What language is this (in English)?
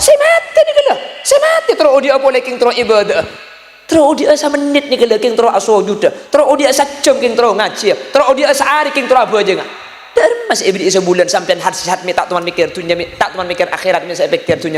Madurese